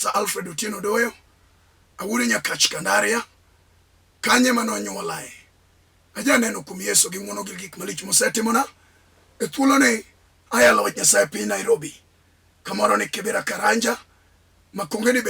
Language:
Luo (Kenya and Tanzania)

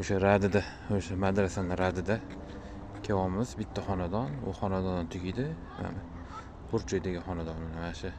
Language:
Uzbek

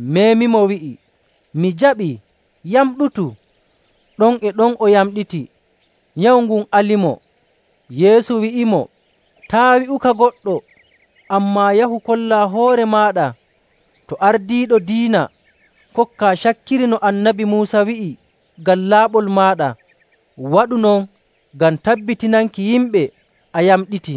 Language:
Nigerian Fulfulde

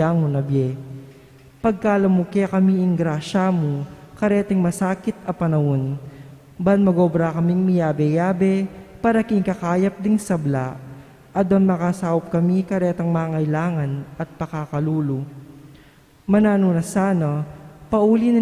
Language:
Pampanga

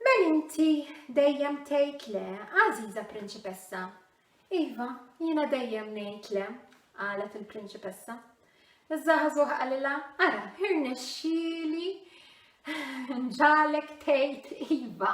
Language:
Maltese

